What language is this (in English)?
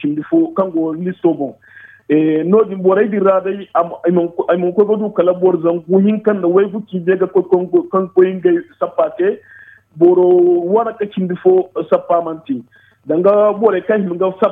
Zarma